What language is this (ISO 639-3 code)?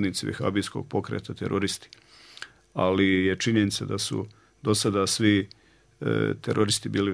bos